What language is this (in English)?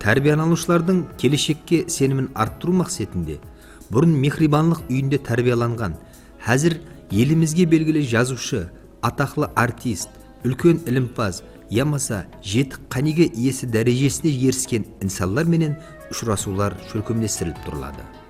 Kara-Kalpak